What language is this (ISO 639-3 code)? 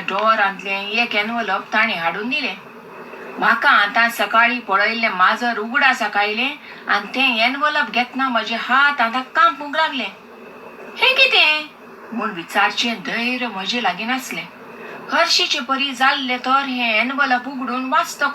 kok